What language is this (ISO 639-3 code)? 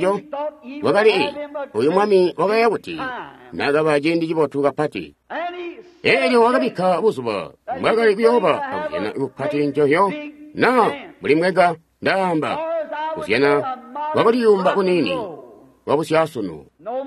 toi